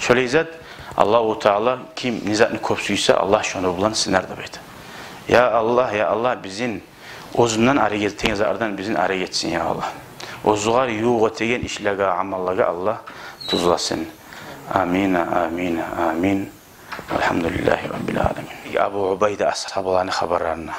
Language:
Kumyk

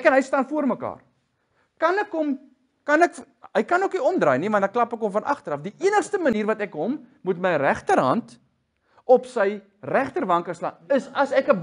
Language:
Afrikaans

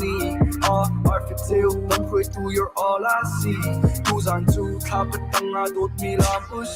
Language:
Hakha Chin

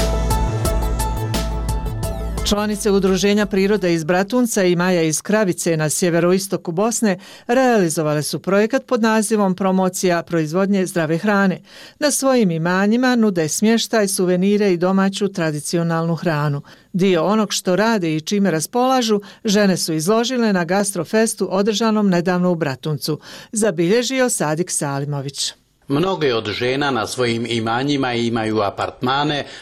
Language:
Bosnian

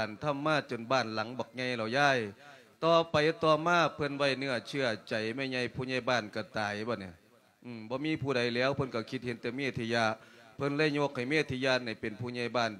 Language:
Lao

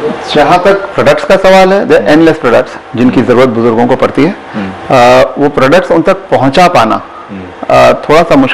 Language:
Hindi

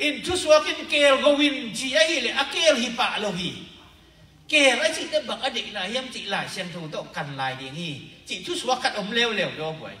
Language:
Tedim Chin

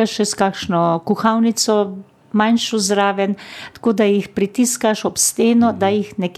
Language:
Slovenian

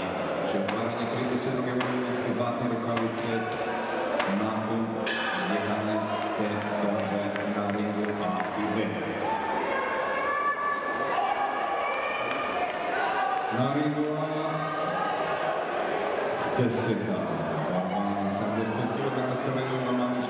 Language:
Serbian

